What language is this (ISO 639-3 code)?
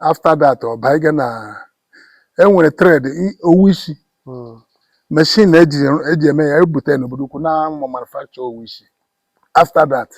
ibo